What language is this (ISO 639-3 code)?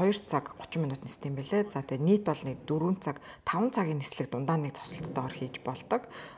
mon